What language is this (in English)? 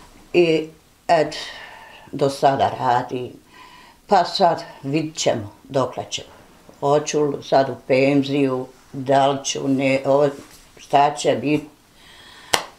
Bosnian